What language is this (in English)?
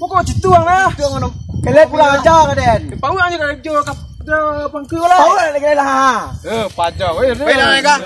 Minangkabau